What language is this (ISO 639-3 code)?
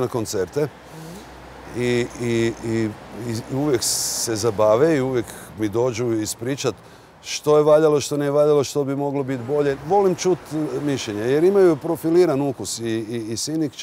hrv